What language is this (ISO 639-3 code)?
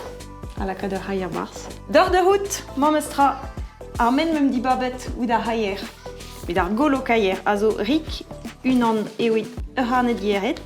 bre